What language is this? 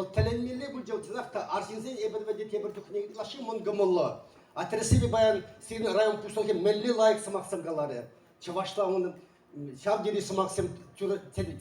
Chuvash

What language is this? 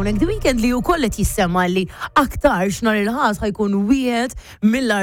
Maltese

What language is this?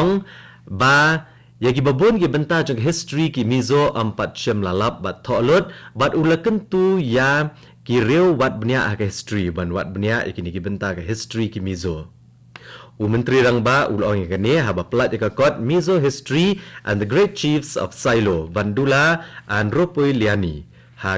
Khasi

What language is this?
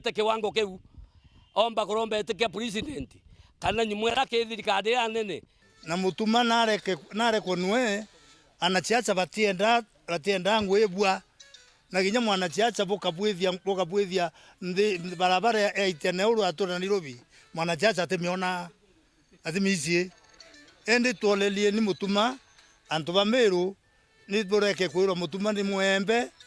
Meru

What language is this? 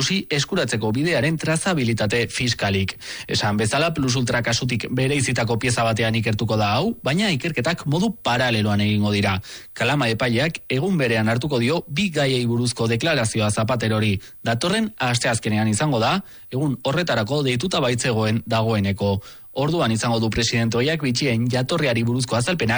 Basque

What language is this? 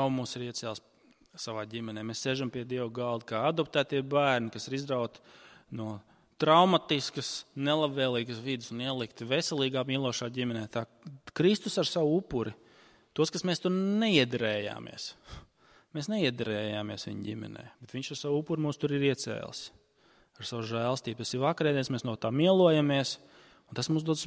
Latvian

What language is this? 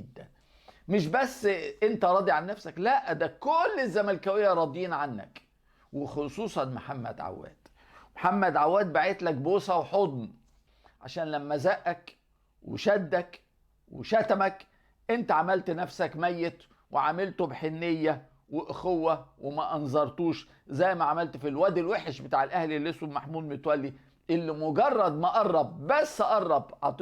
Egyptian Arabic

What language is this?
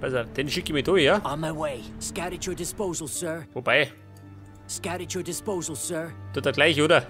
Bavarian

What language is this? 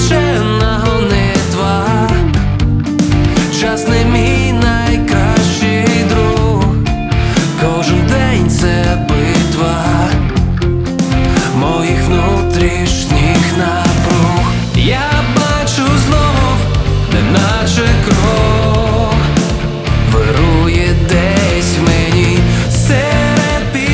Ukrainian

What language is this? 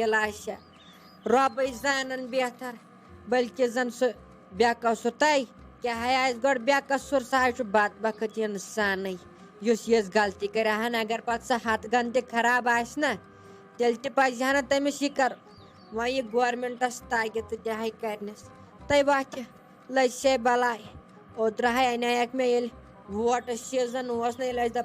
Kashmiri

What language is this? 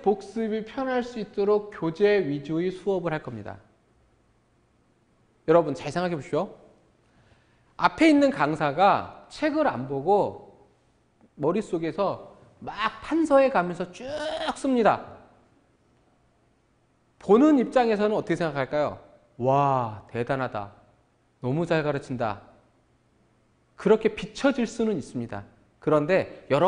Korean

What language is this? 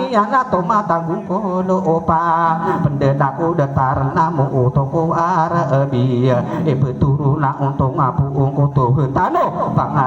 Maranao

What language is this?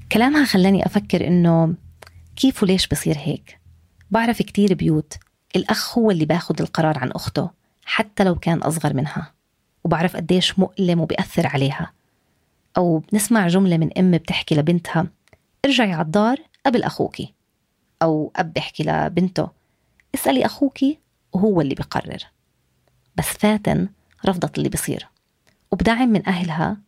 North Levantine Arabic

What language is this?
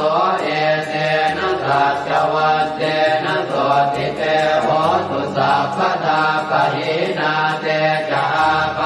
Pali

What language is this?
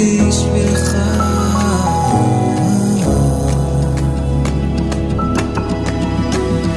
Hebrew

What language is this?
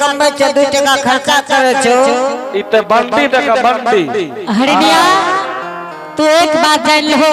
Angika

